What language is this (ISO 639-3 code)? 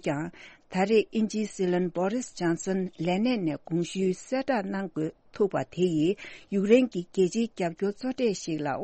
bod